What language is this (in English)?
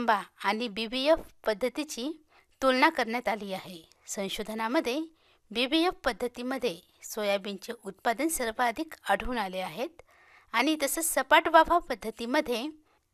Marathi